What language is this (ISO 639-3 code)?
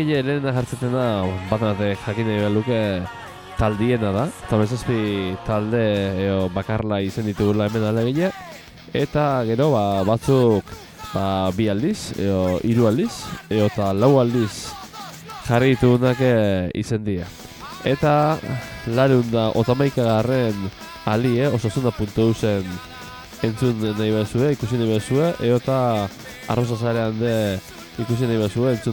eus